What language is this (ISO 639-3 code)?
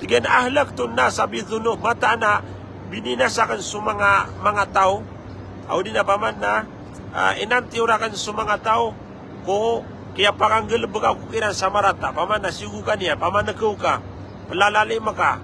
mrw